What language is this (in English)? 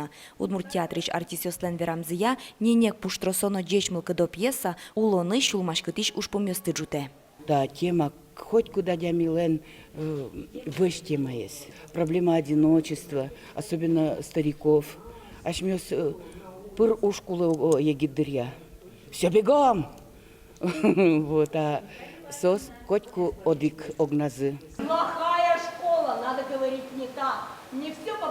Udmurt